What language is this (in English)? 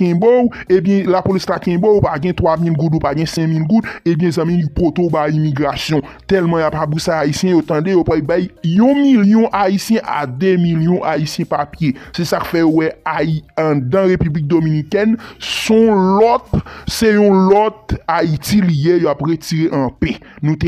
Haitian Creole